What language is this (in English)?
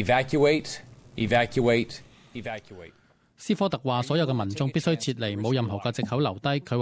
Cantonese